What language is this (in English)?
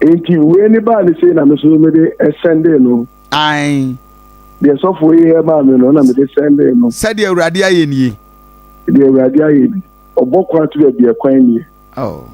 Akan